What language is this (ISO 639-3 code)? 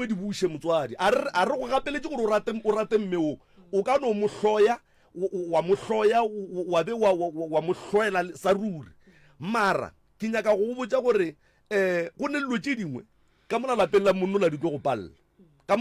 nso